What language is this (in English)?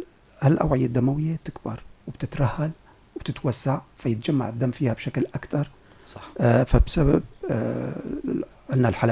North Levantine Arabic